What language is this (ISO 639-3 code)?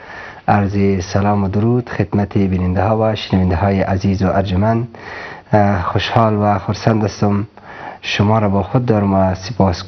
fas